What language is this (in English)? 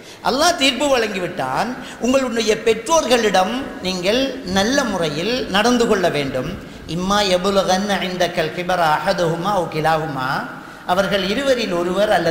Tamil